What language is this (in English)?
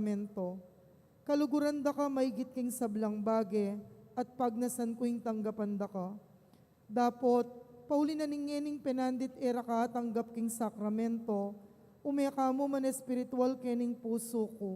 Pampanga